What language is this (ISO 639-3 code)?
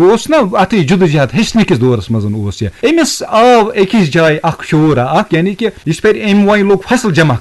kas